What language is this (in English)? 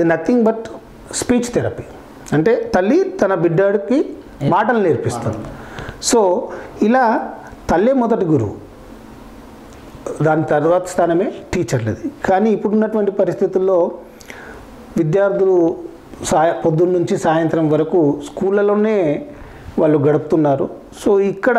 Telugu